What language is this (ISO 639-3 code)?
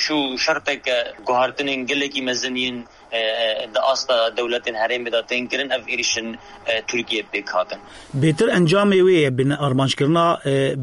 kur